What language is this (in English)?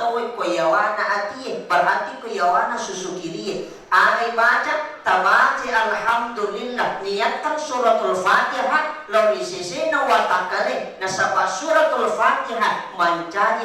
Buginese